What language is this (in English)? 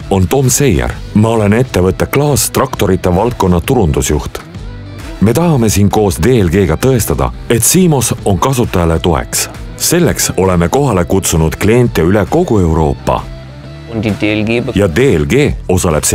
Estonian